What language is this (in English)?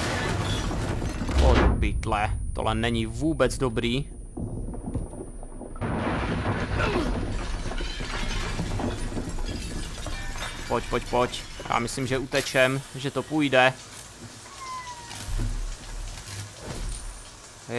Czech